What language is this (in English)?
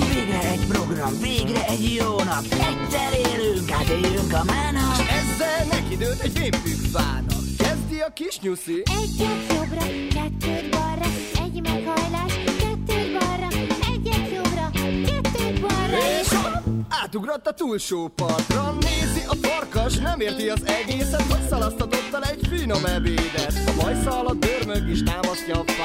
Hungarian